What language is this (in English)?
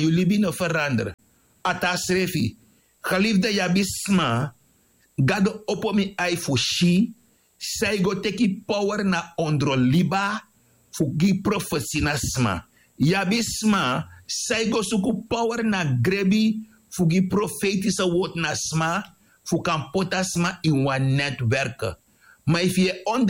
Sranan Tongo